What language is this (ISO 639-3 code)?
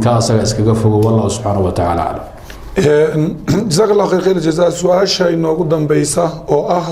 som